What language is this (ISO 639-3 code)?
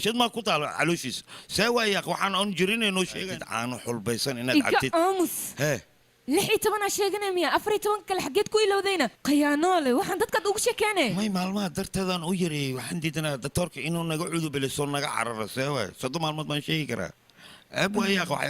som